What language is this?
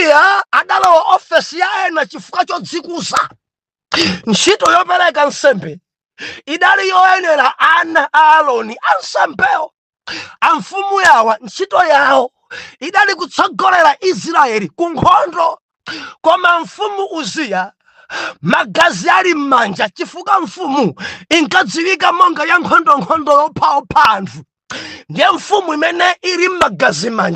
Nyanja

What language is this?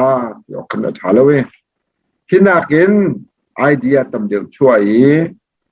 Hakha Chin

